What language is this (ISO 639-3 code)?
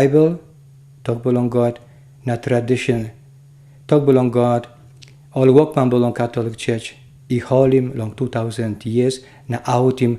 tpi